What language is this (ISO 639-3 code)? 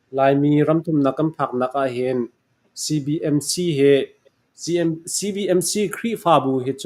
cfm